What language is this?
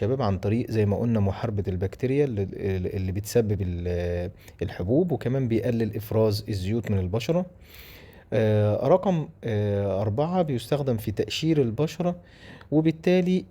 Egyptian Arabic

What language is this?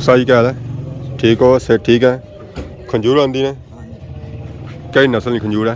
Pahari-Potwari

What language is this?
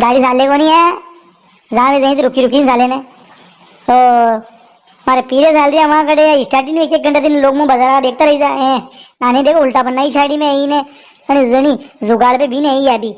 Rajasthani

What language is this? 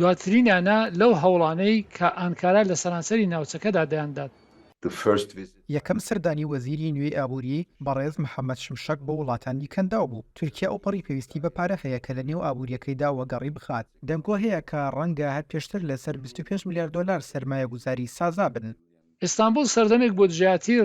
Central Kurdish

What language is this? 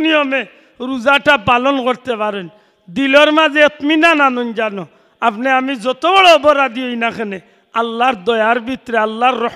Sylheti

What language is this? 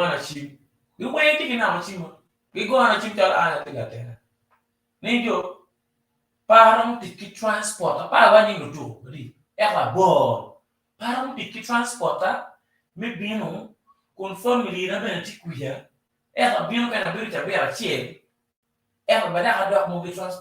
Acoli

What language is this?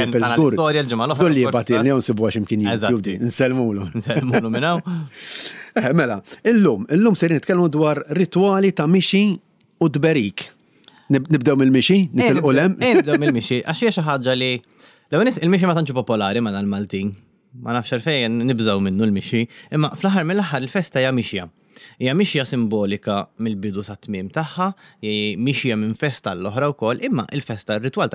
Maltese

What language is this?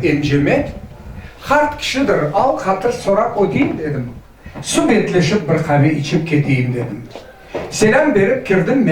Crimean Tatar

